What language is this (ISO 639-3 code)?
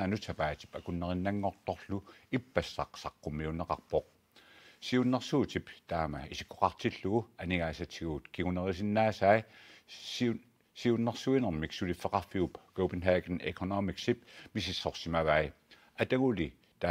kal